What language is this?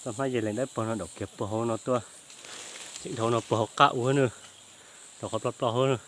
Hmong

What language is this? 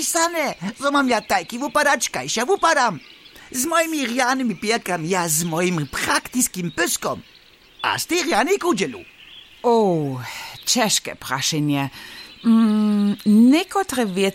Upper Sorbian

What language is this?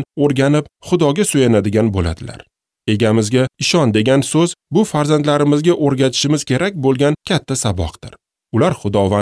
Uzbek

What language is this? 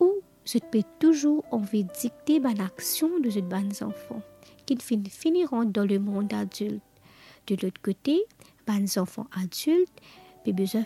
Morisyen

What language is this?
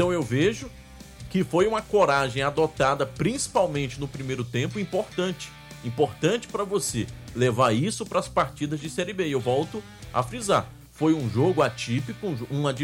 Portuguese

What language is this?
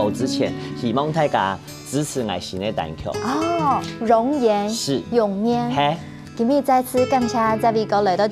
Hakka Chinese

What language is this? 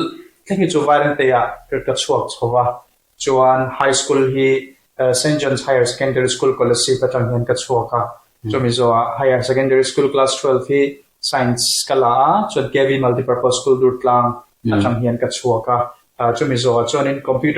Mizo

